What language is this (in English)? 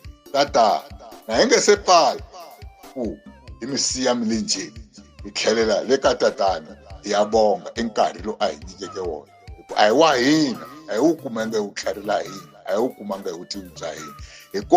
Tsonga